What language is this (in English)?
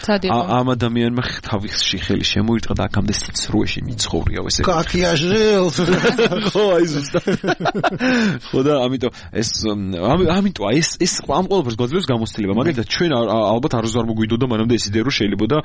Georgian